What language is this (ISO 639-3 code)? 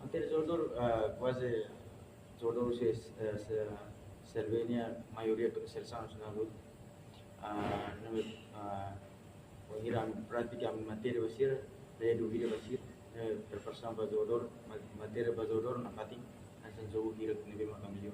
tet